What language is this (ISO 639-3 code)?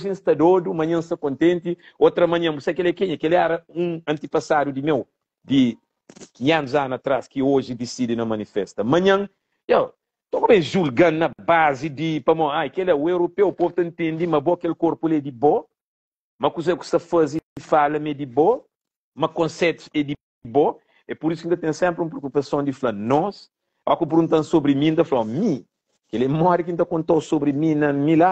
kea